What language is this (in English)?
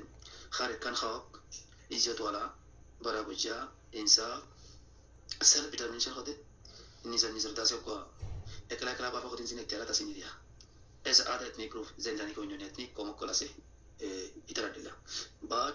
Rohingya